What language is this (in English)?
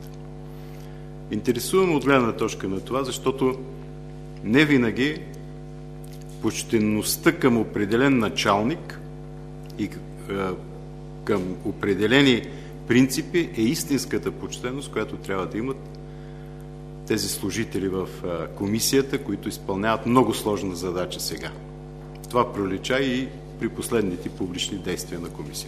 Bulgarian